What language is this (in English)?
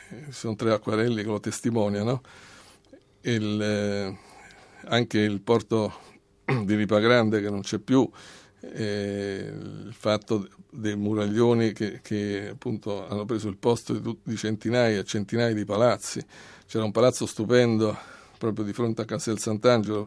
Italian